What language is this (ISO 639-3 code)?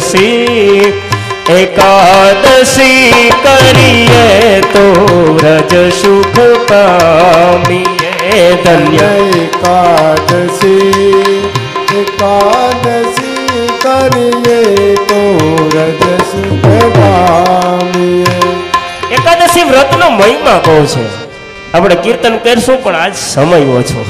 guj